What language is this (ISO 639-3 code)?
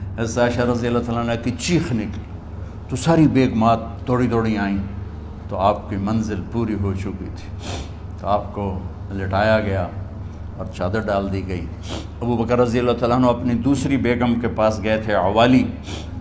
urd